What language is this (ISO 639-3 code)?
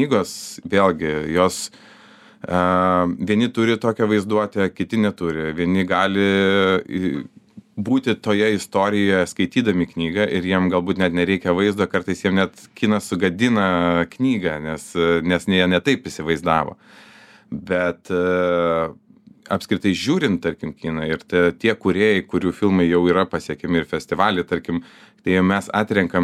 lit